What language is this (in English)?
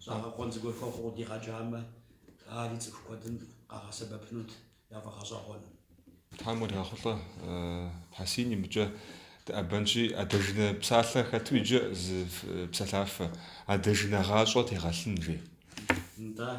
Kabardian